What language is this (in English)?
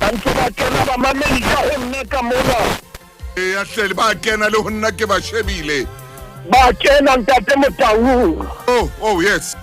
Southern Sotho